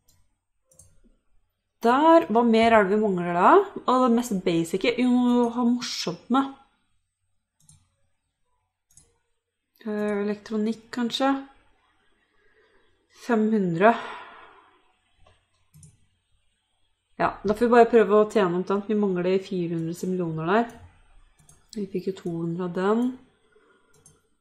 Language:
Norwegian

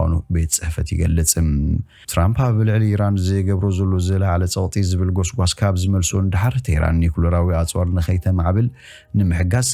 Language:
Tigrinya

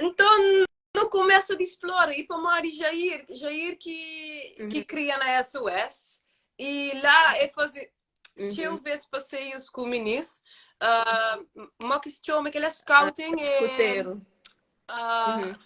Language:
Kabuverdianu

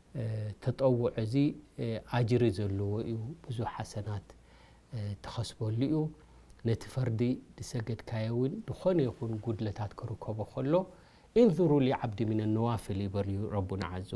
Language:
Tigrinya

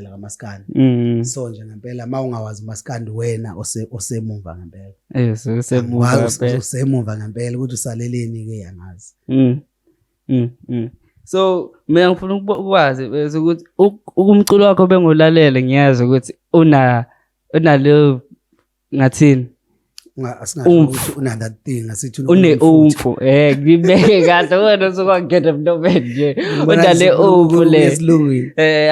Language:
Zulu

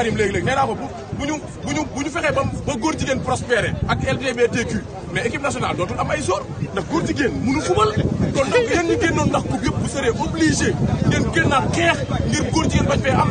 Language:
Wolof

